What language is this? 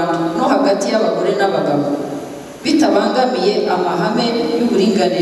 Kinyarwanda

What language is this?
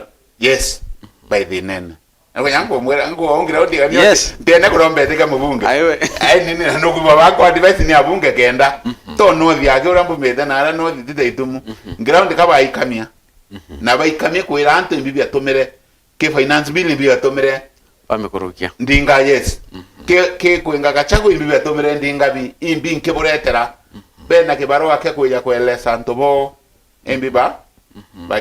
Meru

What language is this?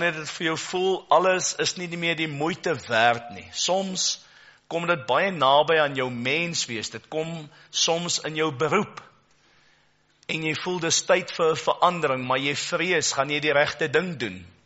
Afrikaans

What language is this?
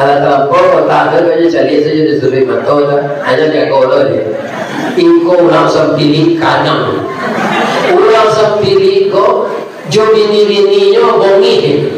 Minangkabau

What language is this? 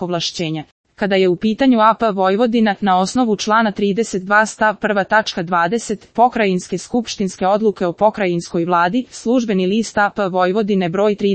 Serbian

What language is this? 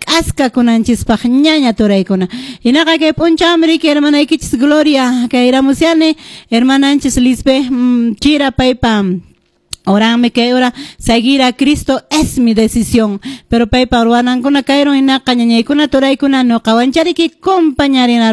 Quechua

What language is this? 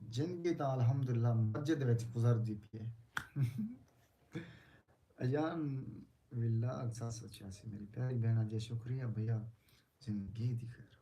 Saraiki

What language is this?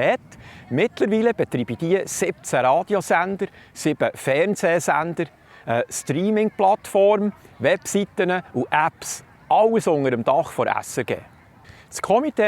Swiss German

